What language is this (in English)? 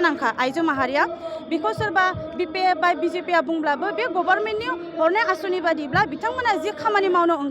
Bodo